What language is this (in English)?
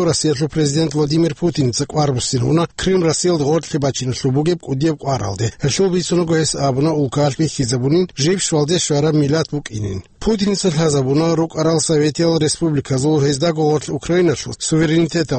Avaric